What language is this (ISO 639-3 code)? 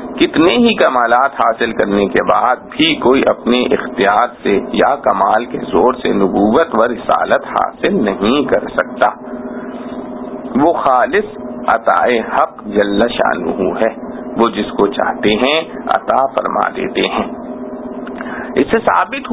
urd